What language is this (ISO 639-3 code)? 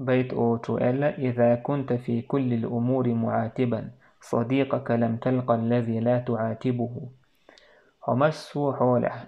che